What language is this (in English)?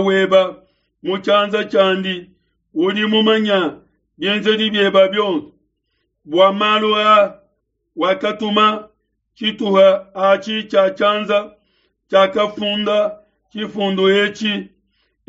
Luba-Lulua